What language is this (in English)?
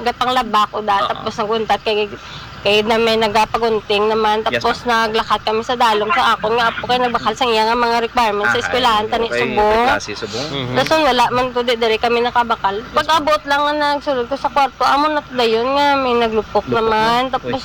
Hiligaynon